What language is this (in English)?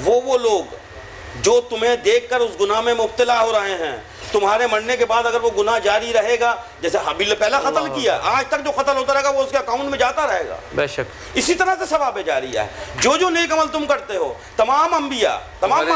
Urdu